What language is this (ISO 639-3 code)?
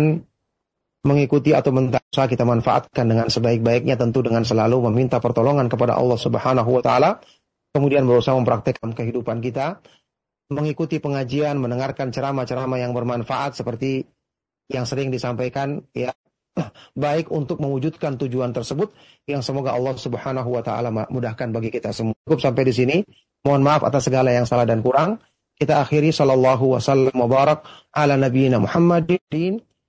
ind